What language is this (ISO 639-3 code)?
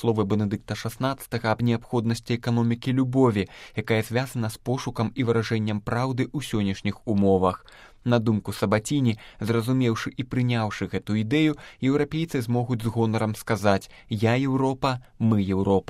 bel